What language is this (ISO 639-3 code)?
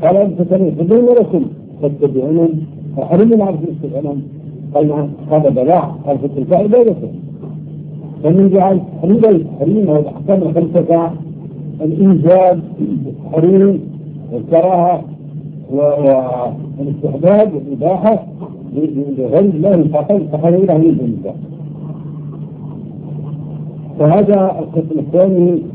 ara